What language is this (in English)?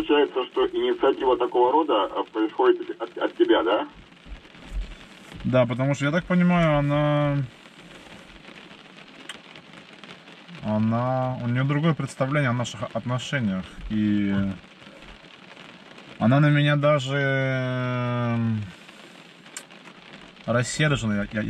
Russian